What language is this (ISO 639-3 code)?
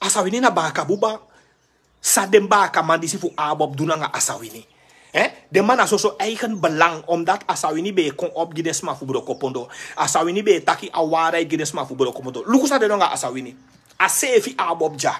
srn